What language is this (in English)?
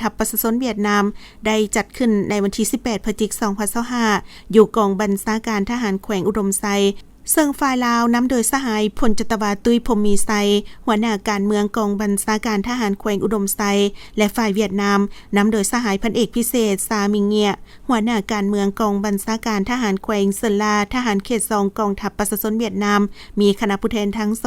Lao